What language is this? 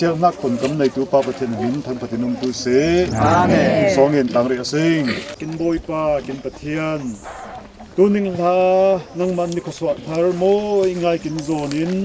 Falam Chin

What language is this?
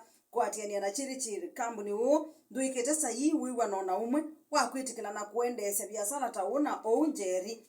Kamba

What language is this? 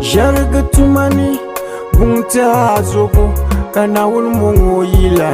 Dagbani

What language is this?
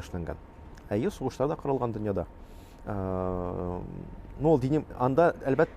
Tatar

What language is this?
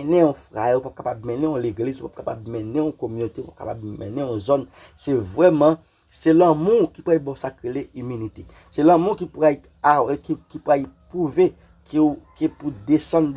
Haitian Creole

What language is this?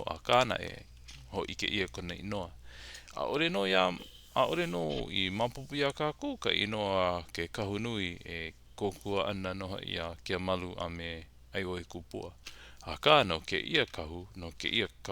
Hawaiian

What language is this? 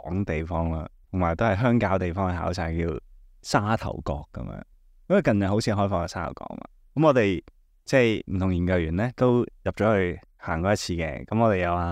Cantonese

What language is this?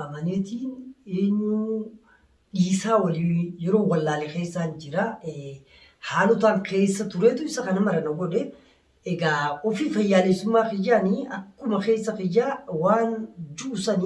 Oromo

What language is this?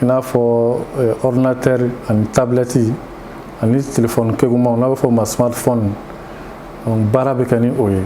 Bambara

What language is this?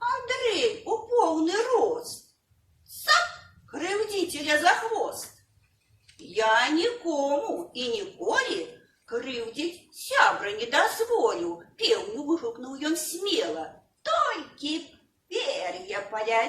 Belarusian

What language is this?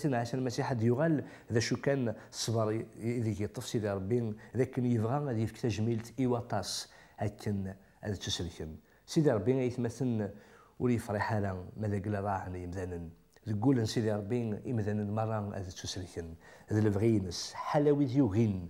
Kabyle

